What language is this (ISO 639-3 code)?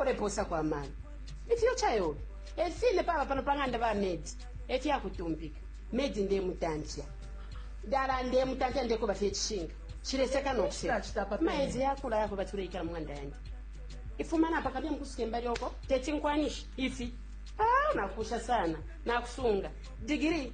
bem